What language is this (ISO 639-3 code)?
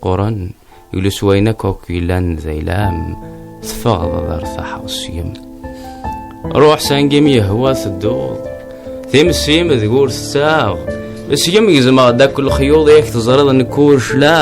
kab